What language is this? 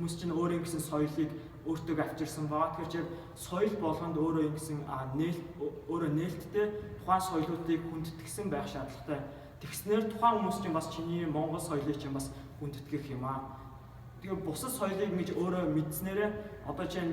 Mongolian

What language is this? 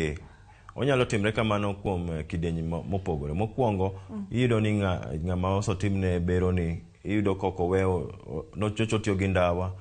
Luo (Kenya and Tanzania)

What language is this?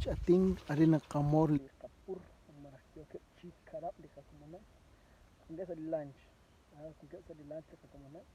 Kekchí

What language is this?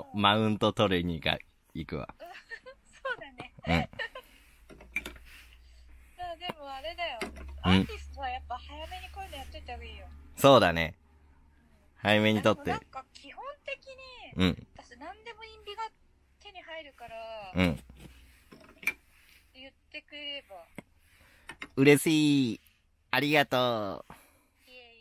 Japanese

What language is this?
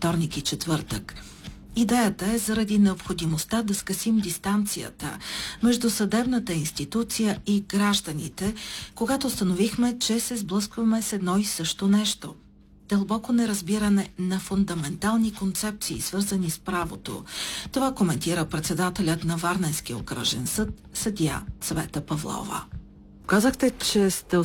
Bulgarian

